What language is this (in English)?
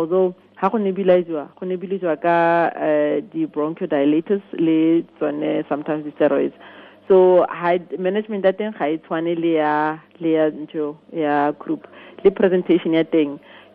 Tswana